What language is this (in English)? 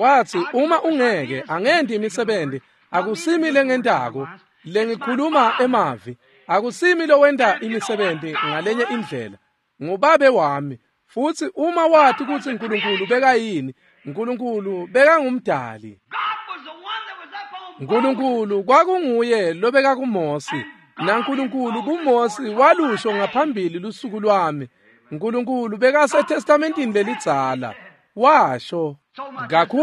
Swati